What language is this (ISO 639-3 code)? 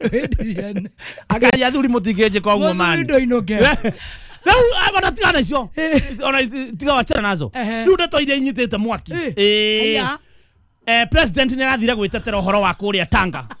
kik